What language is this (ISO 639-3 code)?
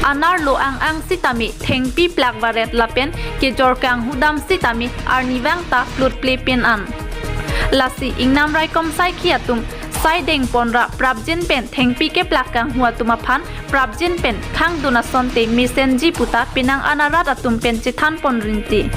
mjw